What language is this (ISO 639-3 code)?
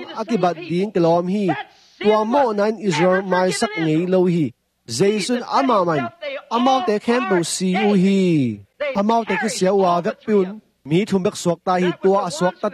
ctd